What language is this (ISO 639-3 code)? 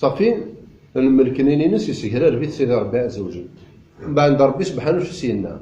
kab